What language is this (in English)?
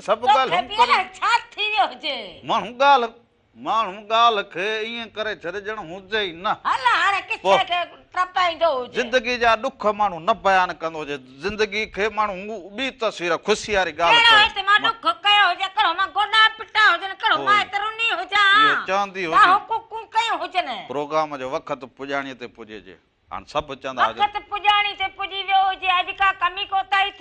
Sindhi